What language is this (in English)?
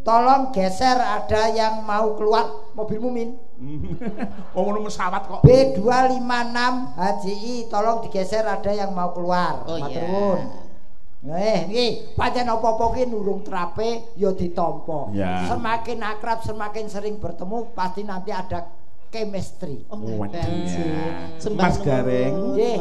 Javanese